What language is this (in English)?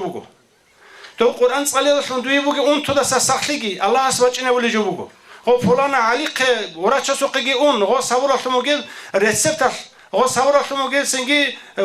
Avaric